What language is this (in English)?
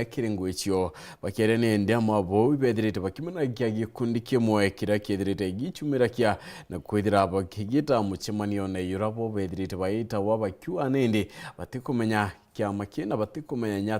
Meru